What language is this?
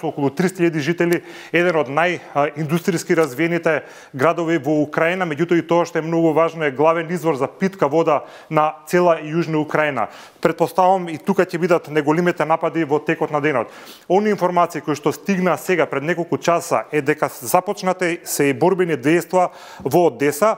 Macedonian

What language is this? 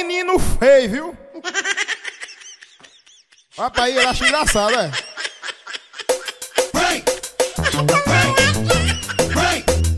Portuguese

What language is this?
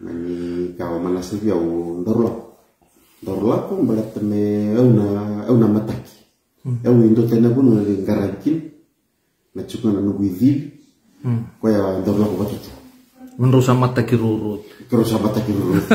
Fijian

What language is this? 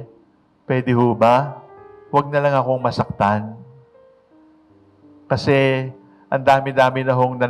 Filipino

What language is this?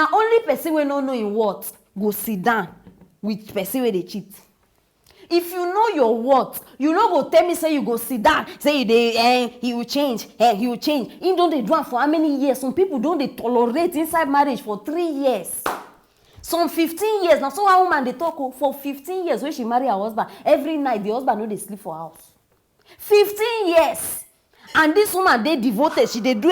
Nigerian Pidgin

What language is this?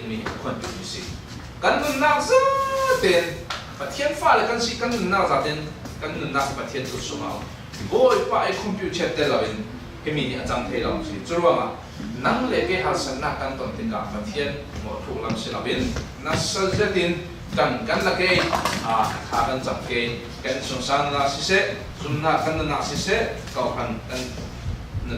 Falam Chin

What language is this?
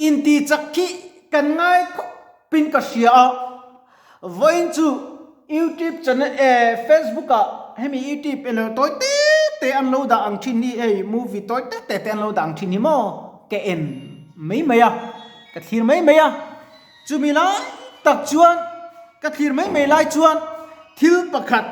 Mizo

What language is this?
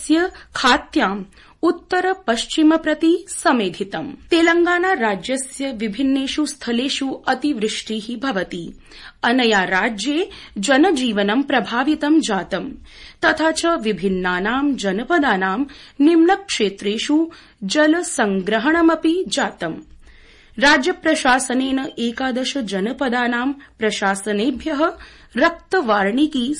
Sanskrit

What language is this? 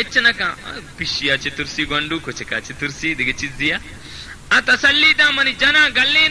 Baluchi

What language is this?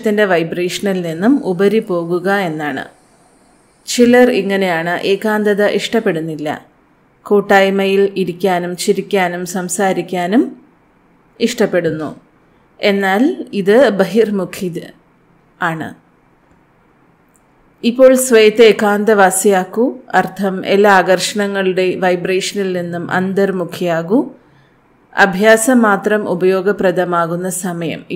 Malayalam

